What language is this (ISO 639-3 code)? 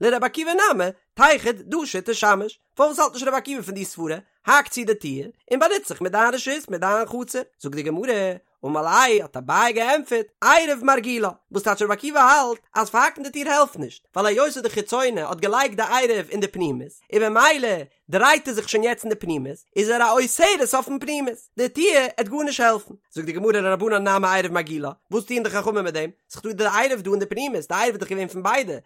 yid